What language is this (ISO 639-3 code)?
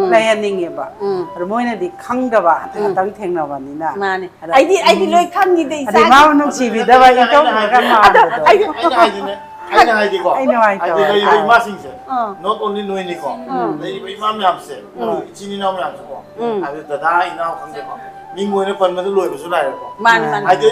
mni